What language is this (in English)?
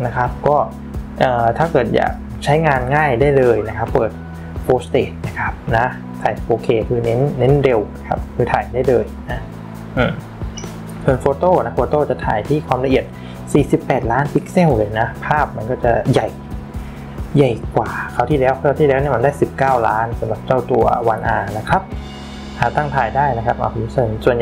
Thai